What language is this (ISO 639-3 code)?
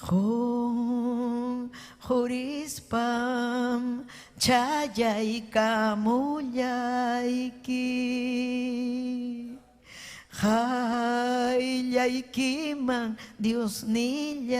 quy